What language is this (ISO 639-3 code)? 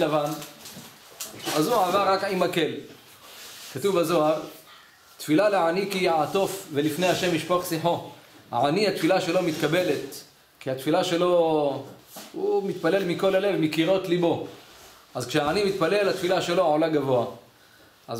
heb